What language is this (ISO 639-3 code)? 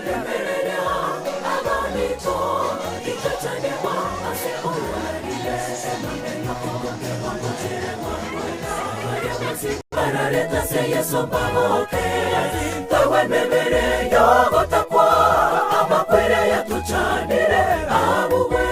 guz